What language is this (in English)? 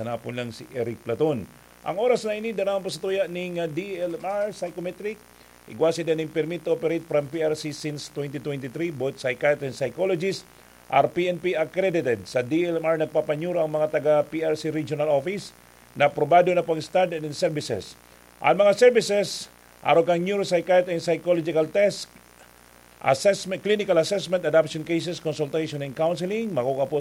Bikol